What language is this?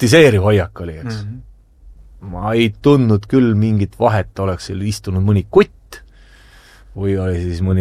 Estonian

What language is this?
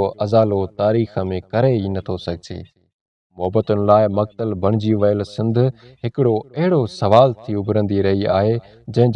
Sindhi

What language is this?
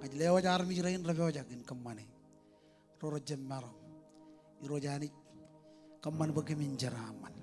Marshallese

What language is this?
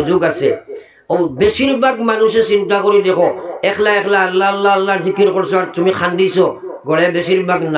Sylheti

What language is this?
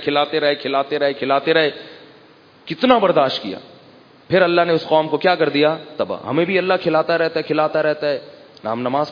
Urdu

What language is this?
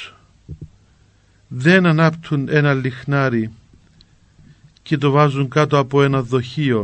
Greek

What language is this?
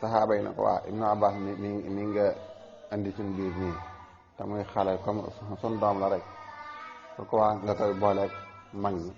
Wolof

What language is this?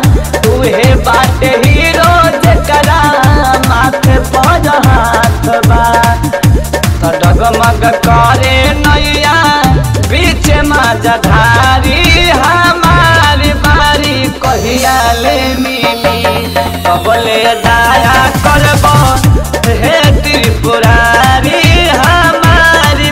Bhojpuri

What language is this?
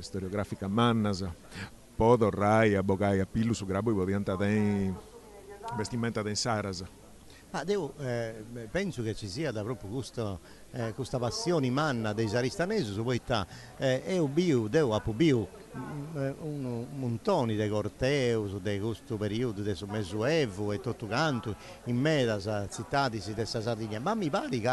Sardinian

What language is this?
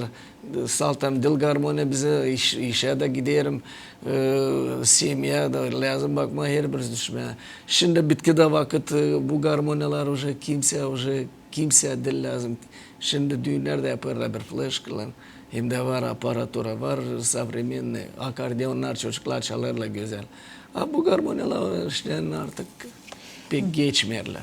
Gagauz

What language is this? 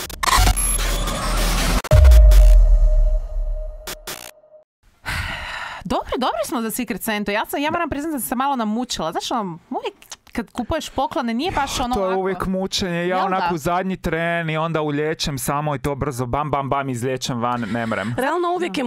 Croatian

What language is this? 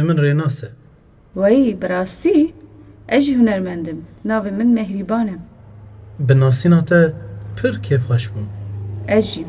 Kurdish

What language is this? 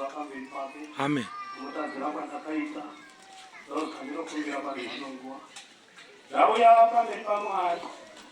Shona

